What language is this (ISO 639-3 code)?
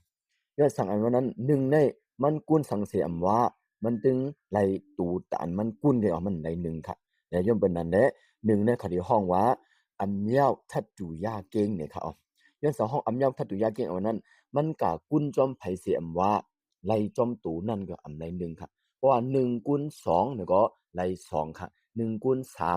shn